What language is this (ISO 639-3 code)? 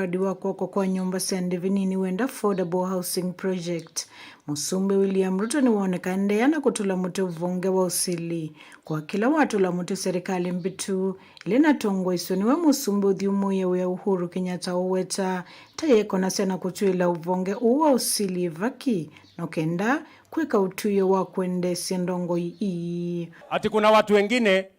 kam